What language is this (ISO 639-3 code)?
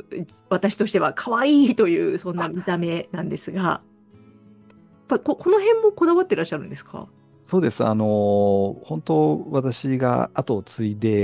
jpn